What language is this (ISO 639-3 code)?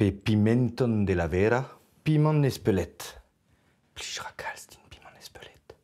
bre